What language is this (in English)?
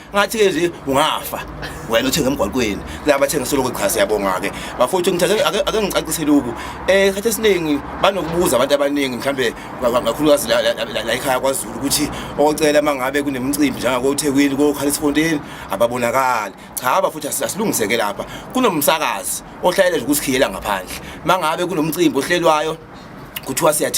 Zulu